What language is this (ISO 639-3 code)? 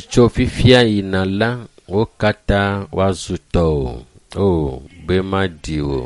ewe